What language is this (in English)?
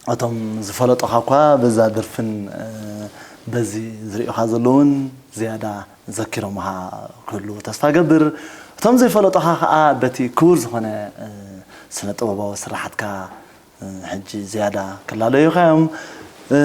Tigrinya